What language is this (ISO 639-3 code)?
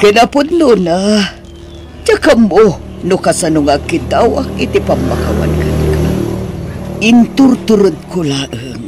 ilo